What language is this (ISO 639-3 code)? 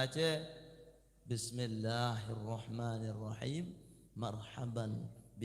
sas